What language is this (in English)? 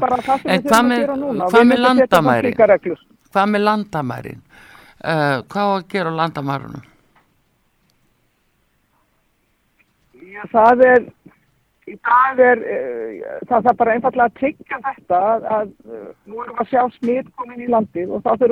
Icelandic